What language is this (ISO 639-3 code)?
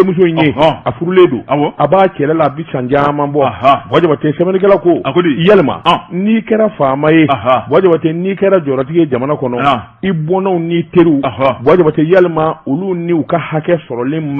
bam